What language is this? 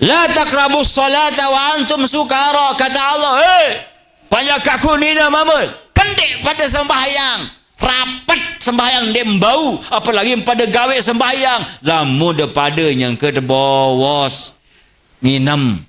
Sasak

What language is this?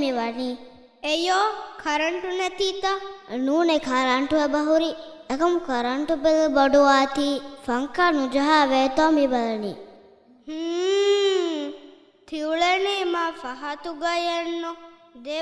Divehi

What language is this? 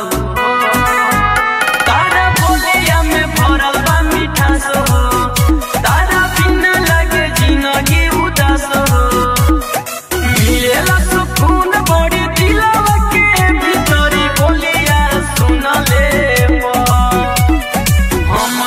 Bhojpuri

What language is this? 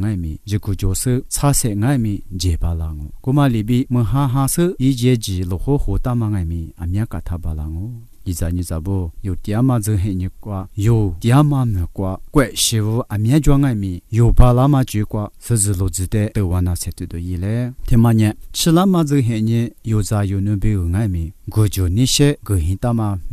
Lisu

